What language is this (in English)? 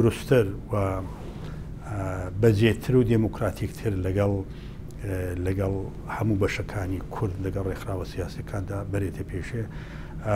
Central Kurdish